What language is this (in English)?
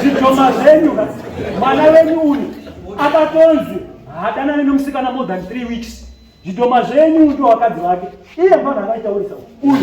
Shona